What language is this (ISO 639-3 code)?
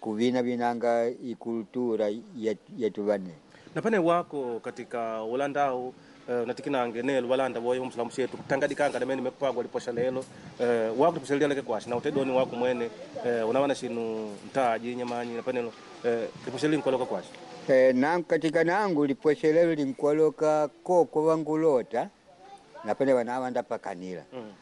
kde